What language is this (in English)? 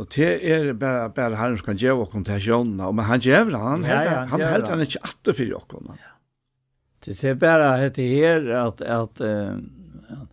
Faroese